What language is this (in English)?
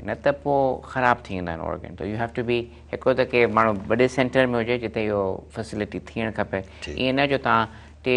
Sindhi